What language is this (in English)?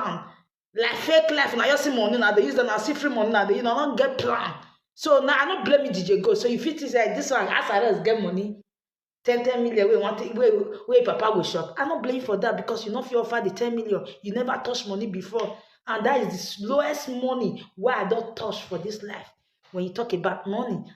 Nigerian Pidgin